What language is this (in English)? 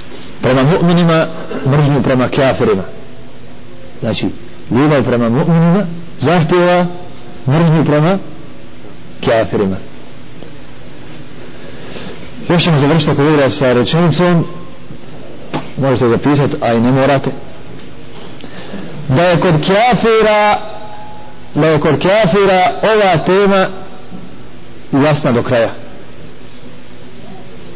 Bosnian